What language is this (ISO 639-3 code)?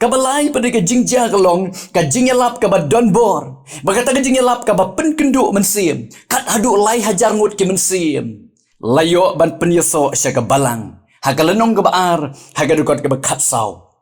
kha